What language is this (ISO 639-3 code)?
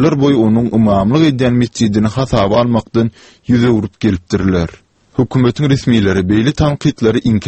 tuk